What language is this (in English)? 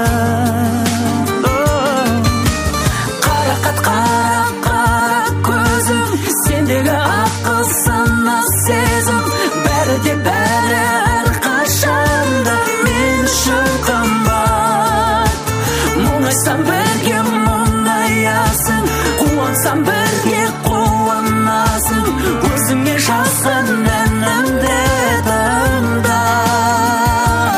Kazakh